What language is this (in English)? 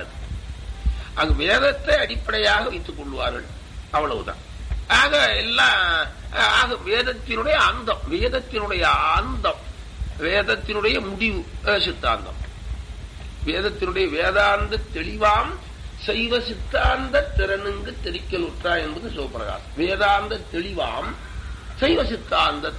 Tamil